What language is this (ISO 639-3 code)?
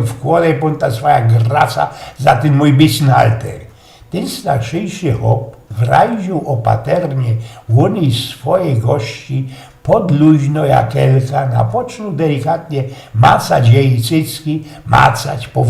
szl